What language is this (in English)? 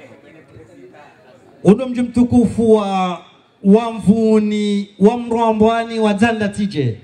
Swahili